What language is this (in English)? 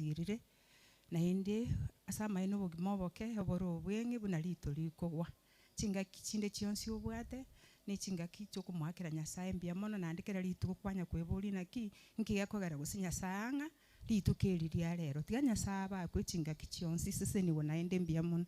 Gusii